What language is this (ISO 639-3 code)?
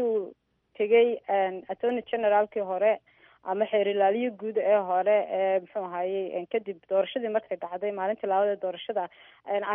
som